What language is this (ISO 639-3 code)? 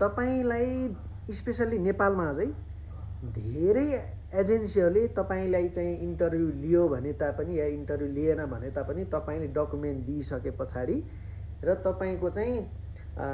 nep